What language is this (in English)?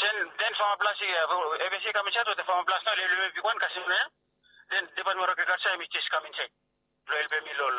Bislama